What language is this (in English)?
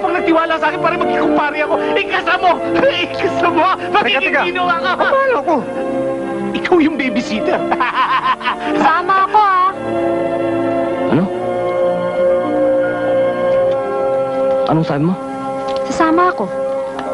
Filipino